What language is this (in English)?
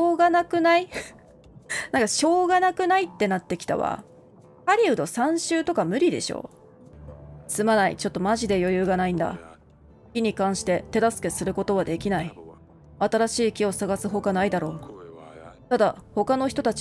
Japanese